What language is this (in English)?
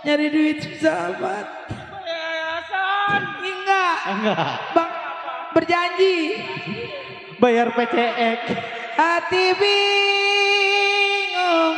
Betawi